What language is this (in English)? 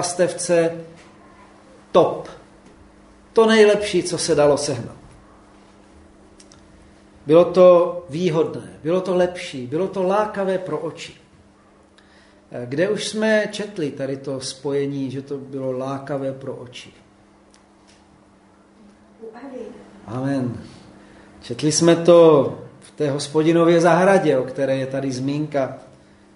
Czech